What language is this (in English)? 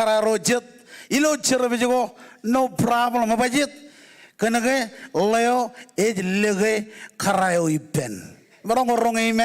Marshallese